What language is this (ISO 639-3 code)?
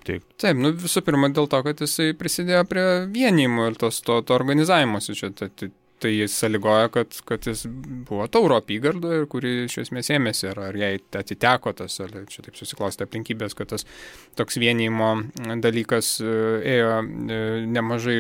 lit